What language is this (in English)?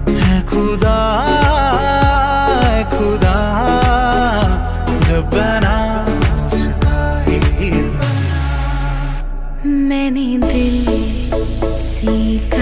Hindi